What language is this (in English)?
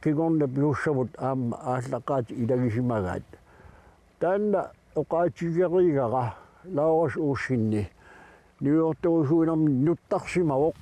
Kalaallisut